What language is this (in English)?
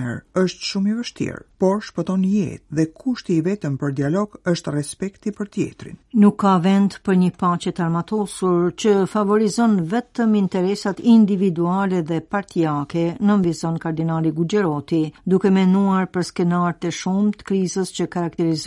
Albanian